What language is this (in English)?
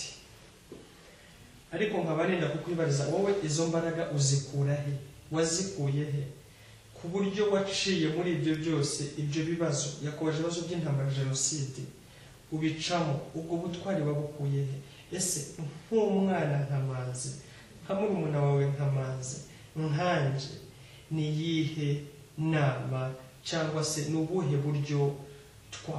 Kinyarwanda